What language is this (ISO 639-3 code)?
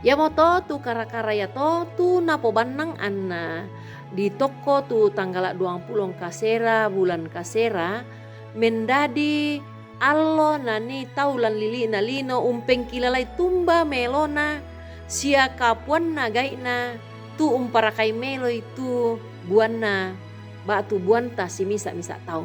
sda